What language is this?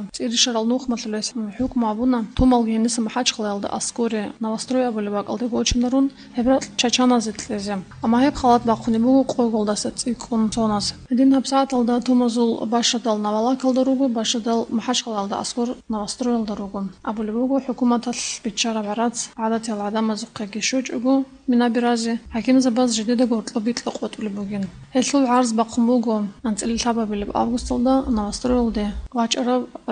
Avaric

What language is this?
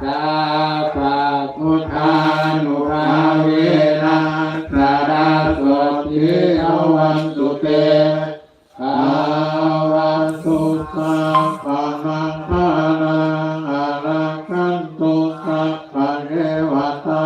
Pali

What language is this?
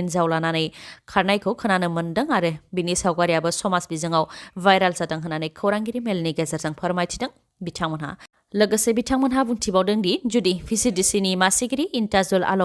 Bodo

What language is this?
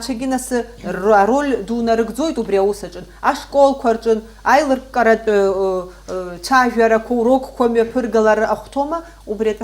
Abkhazian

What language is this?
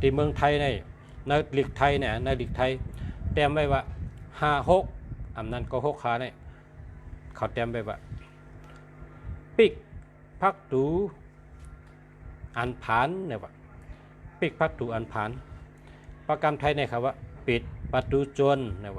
Shan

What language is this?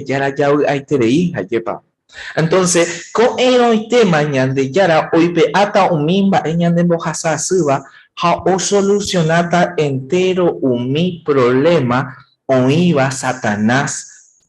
Guarani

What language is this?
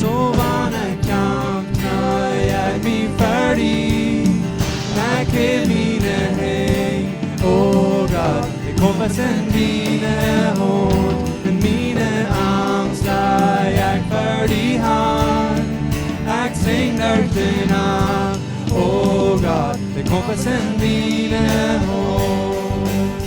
Plautdietsch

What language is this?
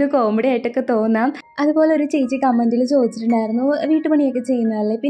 Malayalam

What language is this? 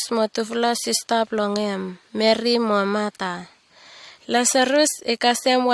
Bislama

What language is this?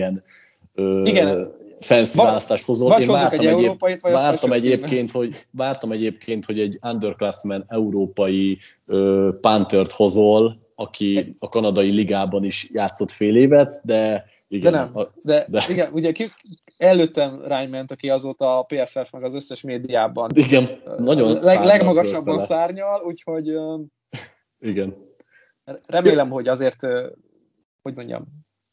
Hungarian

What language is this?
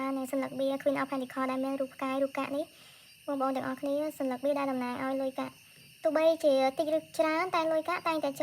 Khmer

